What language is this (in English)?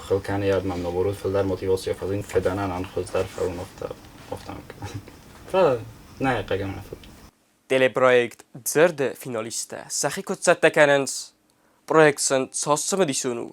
Ossetic